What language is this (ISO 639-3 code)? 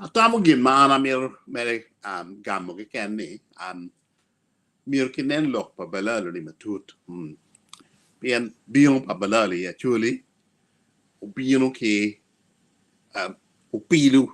ach